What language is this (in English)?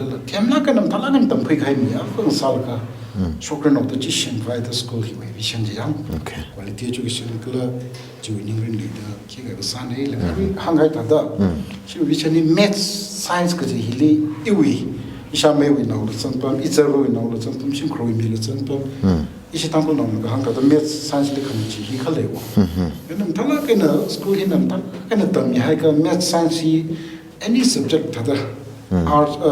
Tangkhul Naga (India)